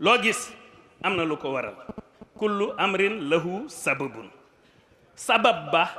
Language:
Wolof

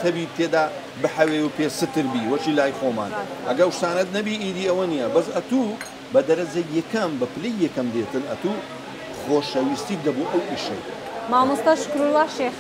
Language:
Central Kurdish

